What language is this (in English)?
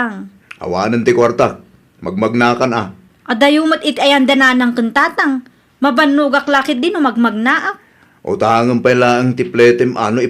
Iloko